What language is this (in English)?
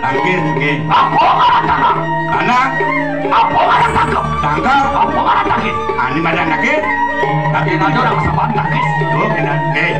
Balinese